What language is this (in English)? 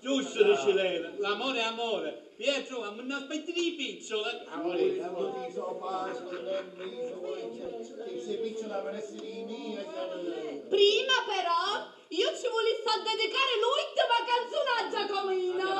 Sicilian